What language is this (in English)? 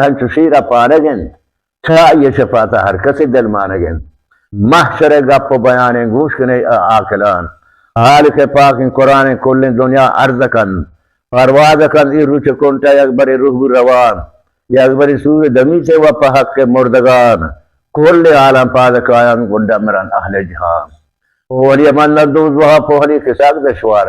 Baluchi